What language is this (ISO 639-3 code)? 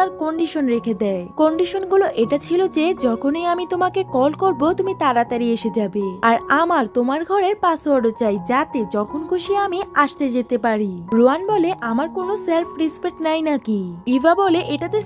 ben